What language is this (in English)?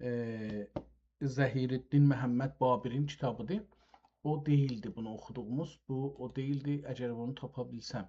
South Azerbaijani